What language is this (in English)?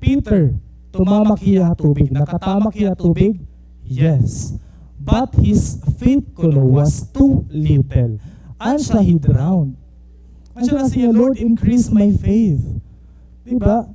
Waray